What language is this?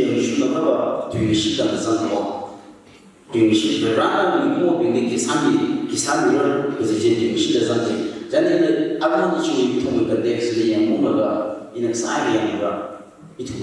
Tangkhul Naga (India)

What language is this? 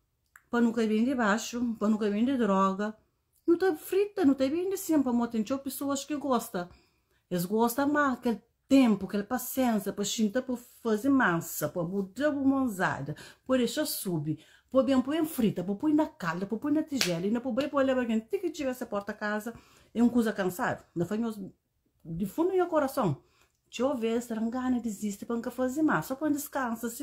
Kabuverdianu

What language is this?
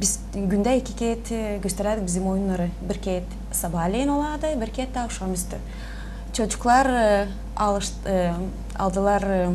Gagauz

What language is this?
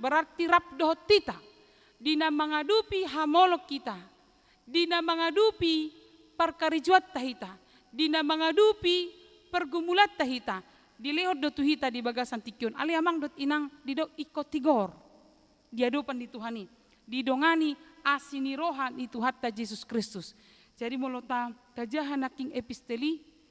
Batak Toba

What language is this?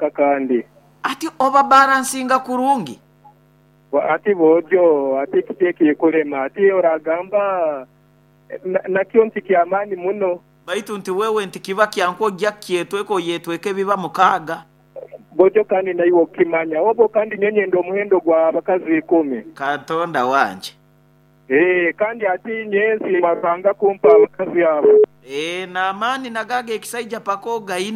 Nyoro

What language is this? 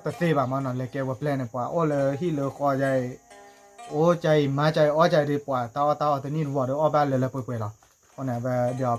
S'gaw Karen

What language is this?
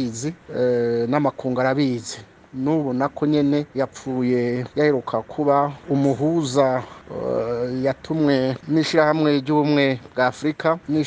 Rundi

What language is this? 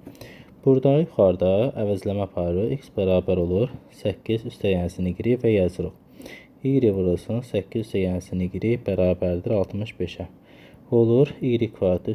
Azerbaijani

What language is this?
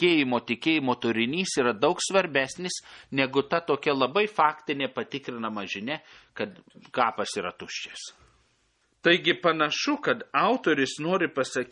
Lithuanian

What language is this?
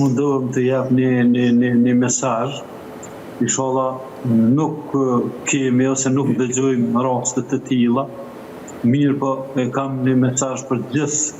Albanian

